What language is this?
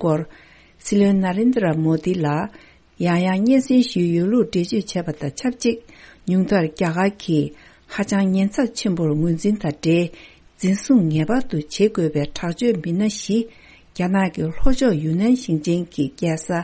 Tibetan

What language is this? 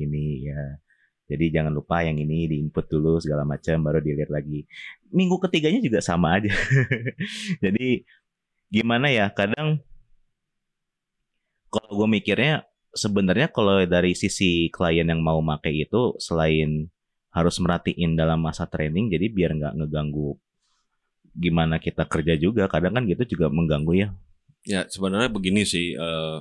Indonesian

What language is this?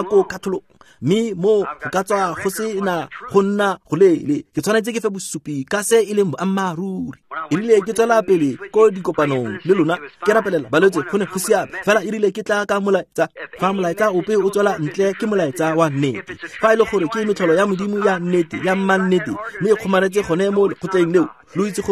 Tswana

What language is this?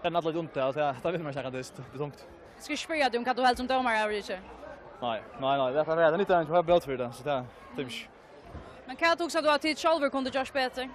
Faroese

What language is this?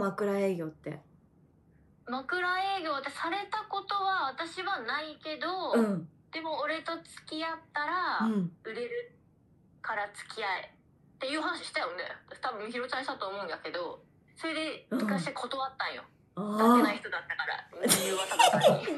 Japanese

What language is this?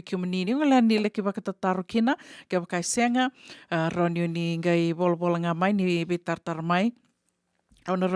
Fijian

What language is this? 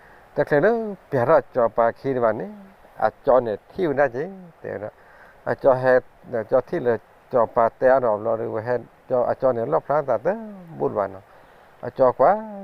S'gaw Karen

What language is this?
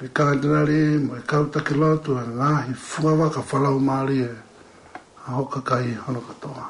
Tongan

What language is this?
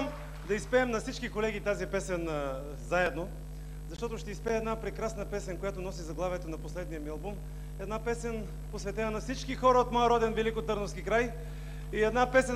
Bulgarian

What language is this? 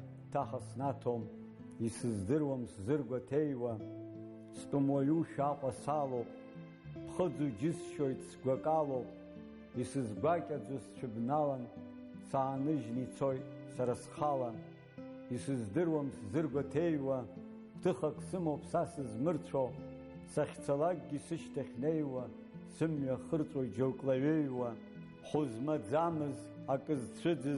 Abkhazian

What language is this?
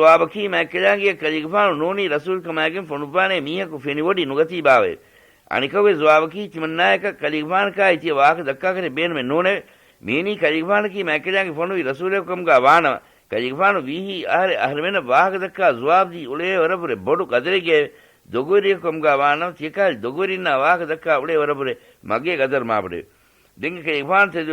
Divehi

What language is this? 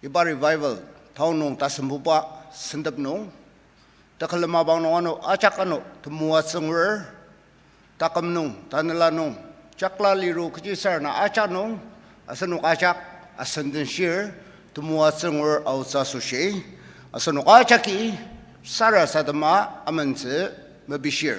Ao Naga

